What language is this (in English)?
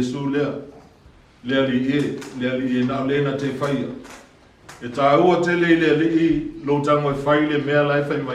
Samoan